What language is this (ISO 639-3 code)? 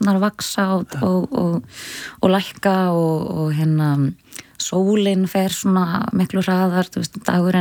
isl